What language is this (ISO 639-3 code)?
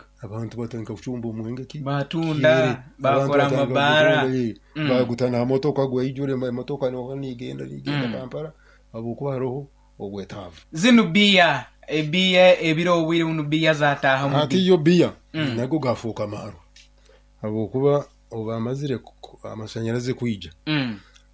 nyo